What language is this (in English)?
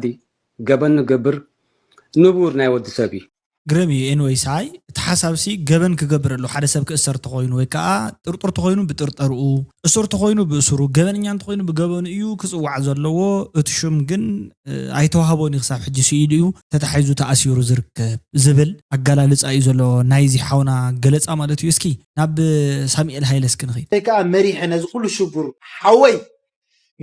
Tigrinya